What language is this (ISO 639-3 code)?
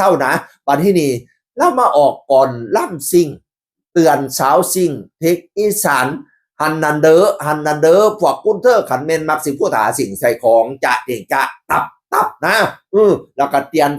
tts